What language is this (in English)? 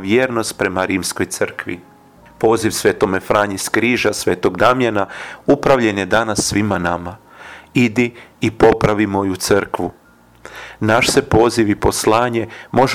Croatian